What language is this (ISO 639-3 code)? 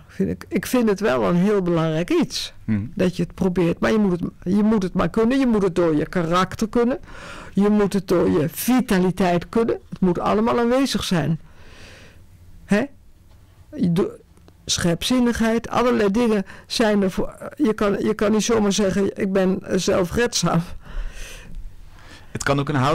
nld